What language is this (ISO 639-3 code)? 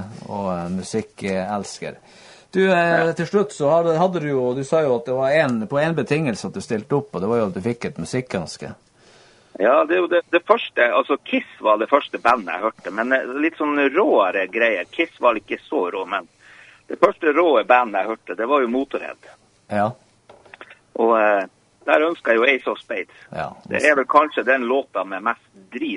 nor